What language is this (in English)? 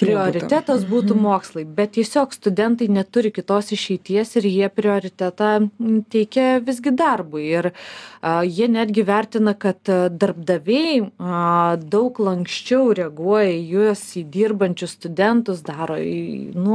Lithuanian